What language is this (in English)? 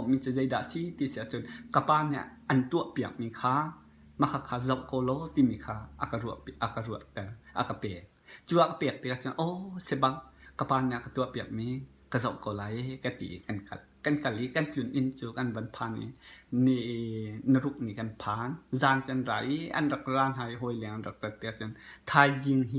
Hakha Chin